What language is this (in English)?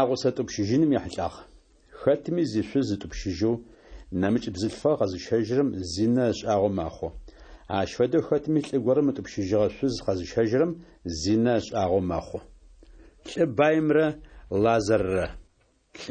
Adyghe